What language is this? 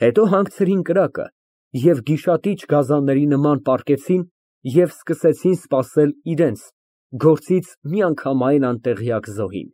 Armenian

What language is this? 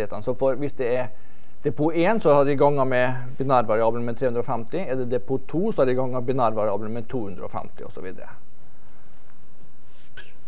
Norwegian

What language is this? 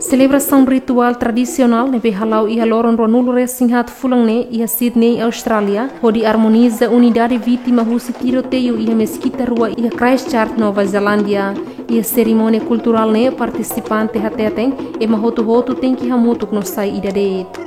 Tetum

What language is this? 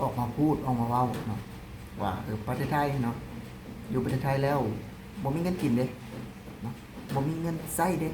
Lao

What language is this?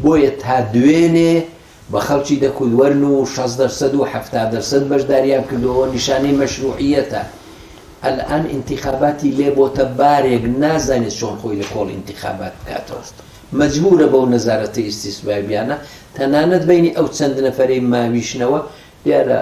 Central Kurdish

